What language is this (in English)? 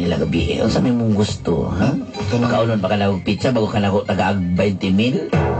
Cebuano